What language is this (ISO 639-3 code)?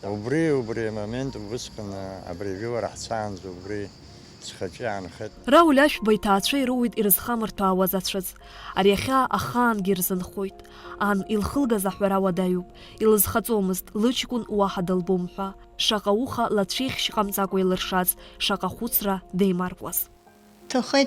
abk